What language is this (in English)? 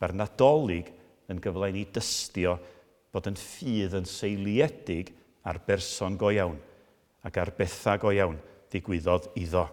Welsh